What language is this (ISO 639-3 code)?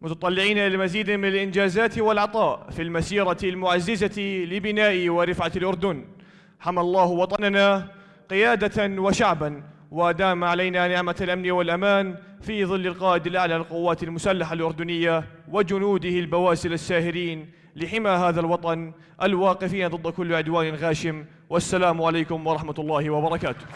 apc